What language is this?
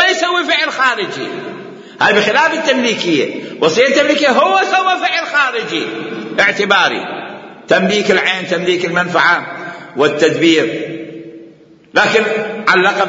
Mesopotamian Arabic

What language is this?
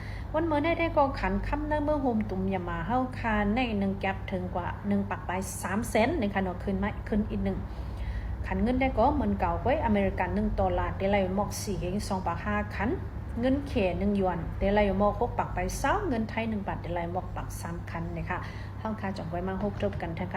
Shan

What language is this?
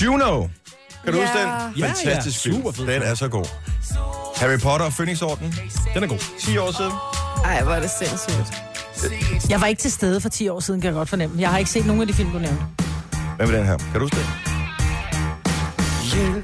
Danish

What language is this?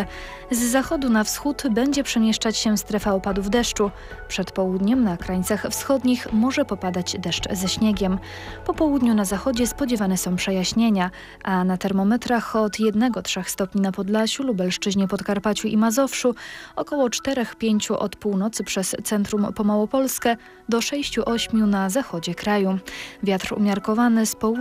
Polish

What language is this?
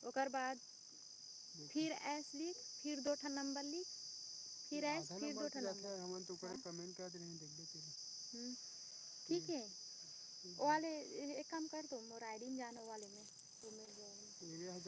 Chhattisgarhi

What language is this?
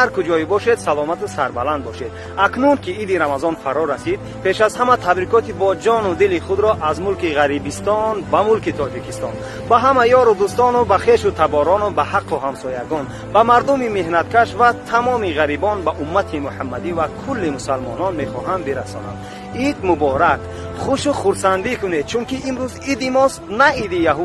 Tajik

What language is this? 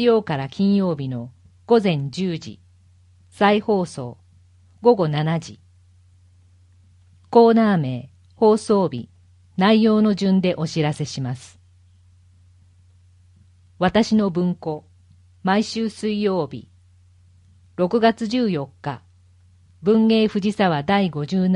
Japanese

